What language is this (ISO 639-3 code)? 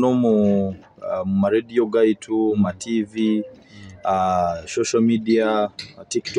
nyo